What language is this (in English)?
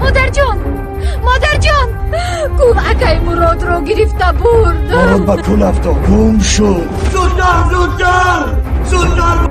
Persian